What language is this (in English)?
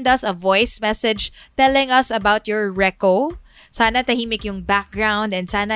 Filipino